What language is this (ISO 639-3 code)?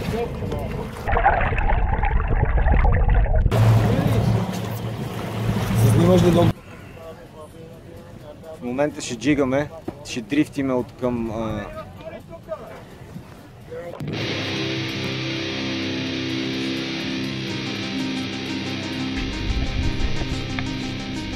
bul